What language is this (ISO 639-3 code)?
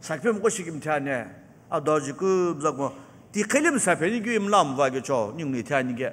nsm